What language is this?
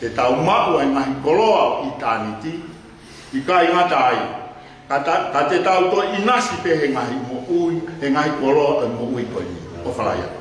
Tongan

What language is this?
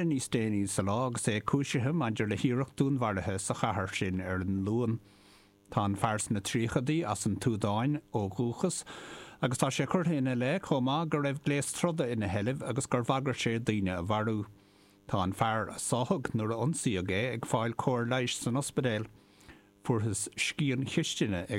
Irish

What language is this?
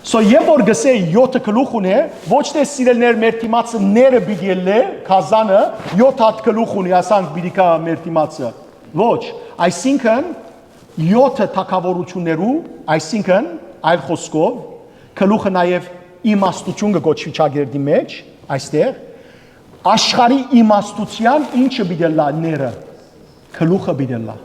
Western Armenian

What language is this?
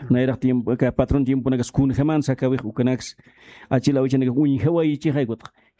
Aymara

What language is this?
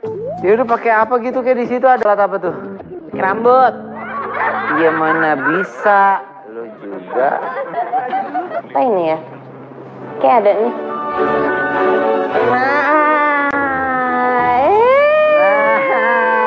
Indonesian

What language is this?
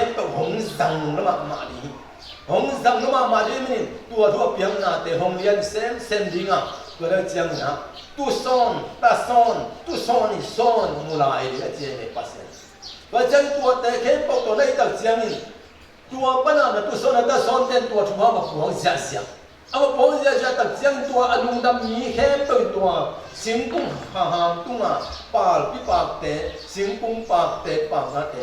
Tedim Chin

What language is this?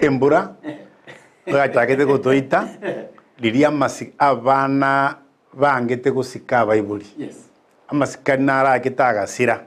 Gusii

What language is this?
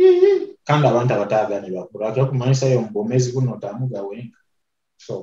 Nyoro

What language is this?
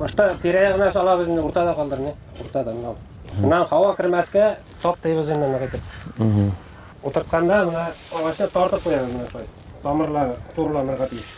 Bashkir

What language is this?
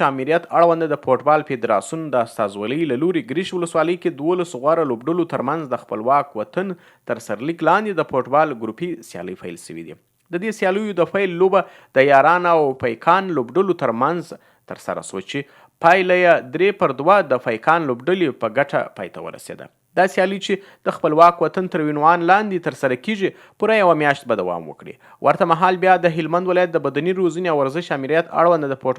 Pashto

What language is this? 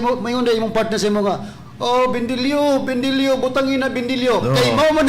Cebuano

